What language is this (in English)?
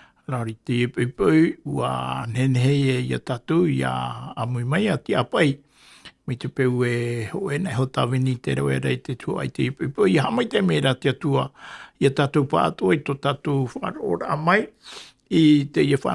Tahitian